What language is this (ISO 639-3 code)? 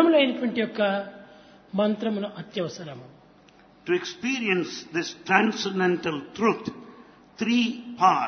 tel